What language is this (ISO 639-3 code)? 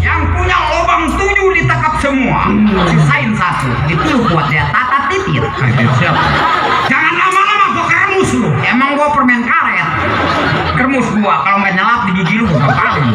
bew